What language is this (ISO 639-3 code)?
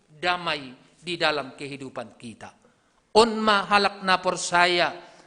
bts